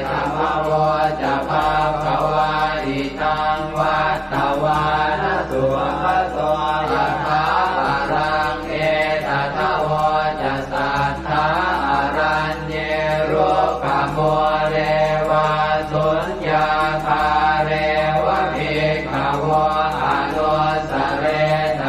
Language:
Pali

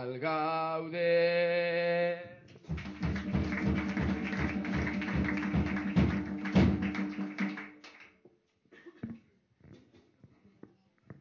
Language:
Basque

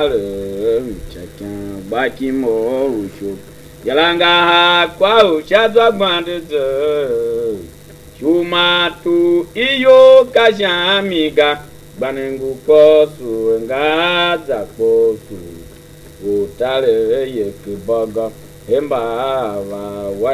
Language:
Tiv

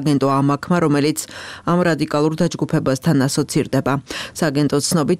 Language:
Georgian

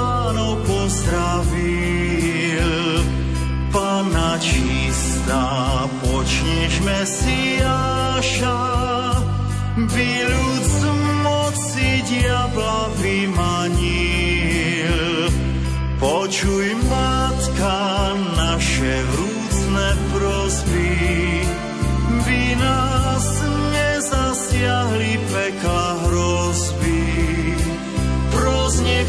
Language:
Slovak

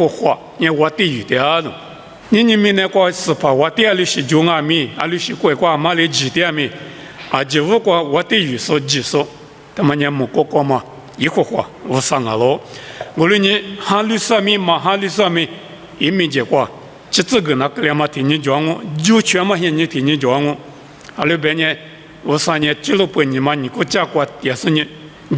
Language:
Lisu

